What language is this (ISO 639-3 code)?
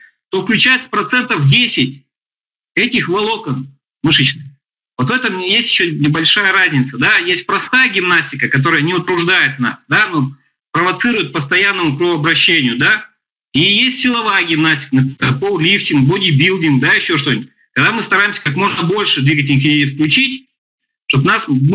rus